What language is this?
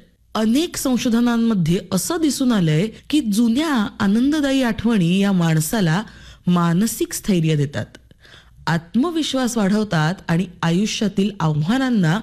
Marathi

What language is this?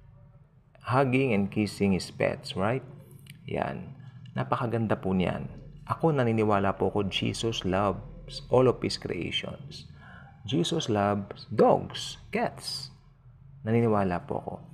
Filipino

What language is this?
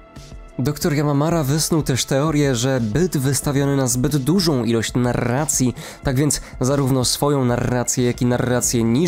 Polish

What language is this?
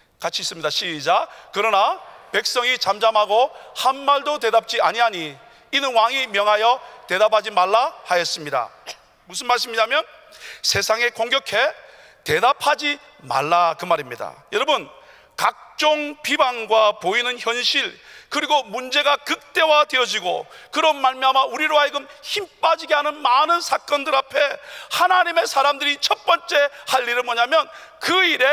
Korean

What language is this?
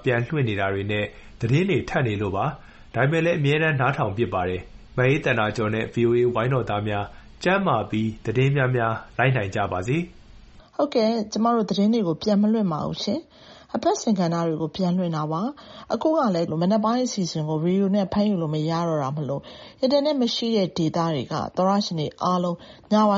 Burmese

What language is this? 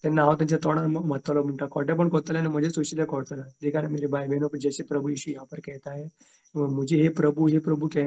Konkani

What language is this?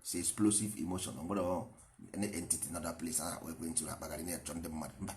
Igbo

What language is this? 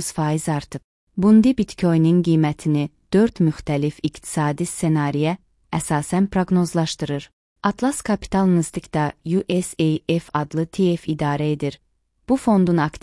Azerbaijani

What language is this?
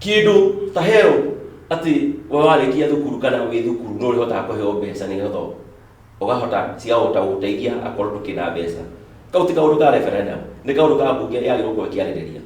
Kikuyu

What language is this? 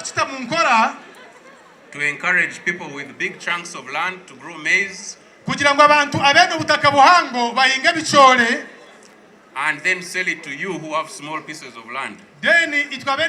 Nyankole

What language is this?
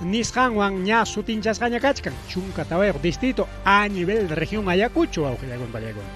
Ayacucho Quechua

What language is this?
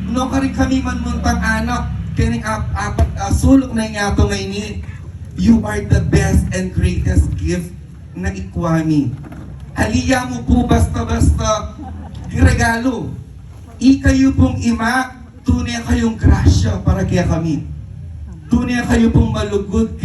Pampanga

